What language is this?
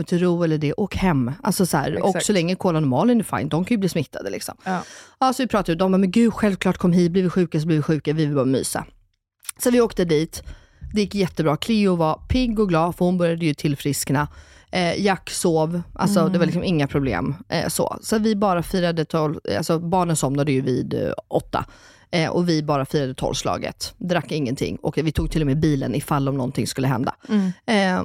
Swedish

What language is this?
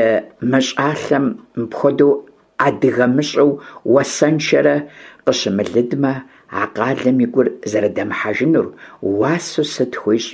Kabardian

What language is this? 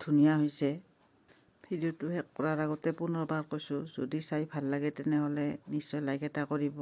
Assamese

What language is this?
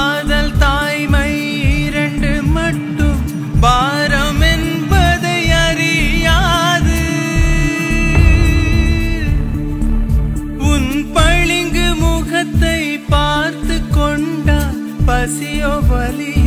Tamil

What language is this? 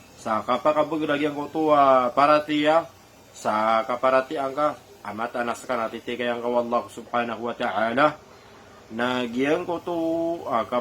Maranao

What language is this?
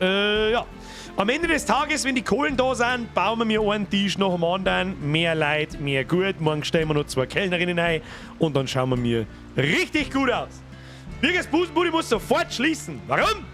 Bavarian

